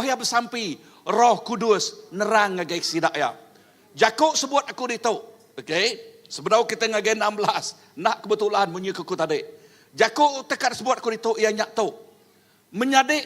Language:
Iban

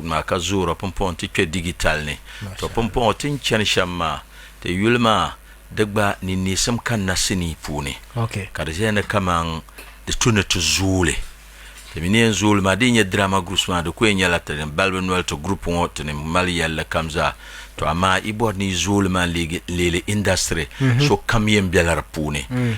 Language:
Dagbani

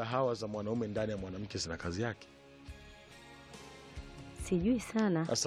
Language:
Swahili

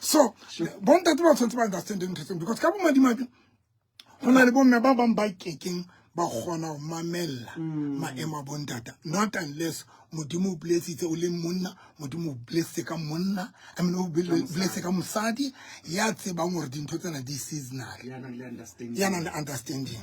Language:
Southern Sotho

